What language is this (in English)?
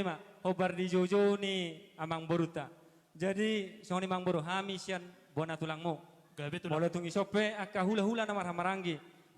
Batak Toba